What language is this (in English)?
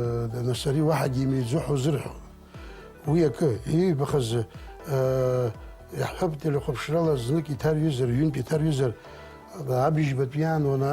Abkhazian